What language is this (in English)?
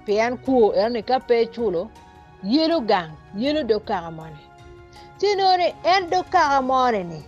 Acoli